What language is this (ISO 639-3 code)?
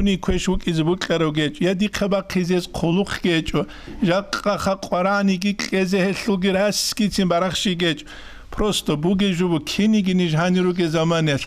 ava